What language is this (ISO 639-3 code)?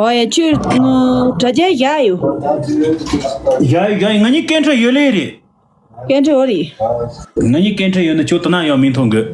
bod